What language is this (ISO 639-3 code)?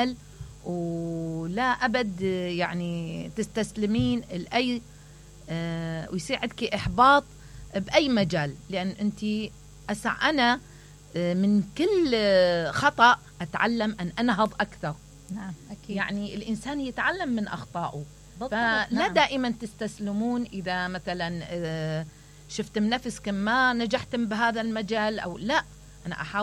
acm